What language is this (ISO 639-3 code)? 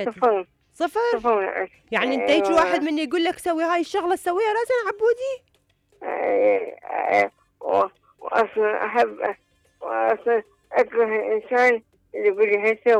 acm